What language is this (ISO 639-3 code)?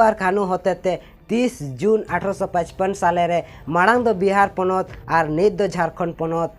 sat